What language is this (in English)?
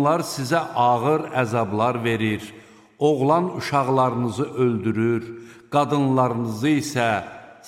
Azerbaijani